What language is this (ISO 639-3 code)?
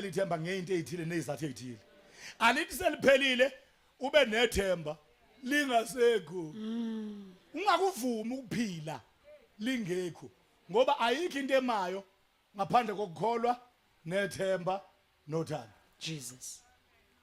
zul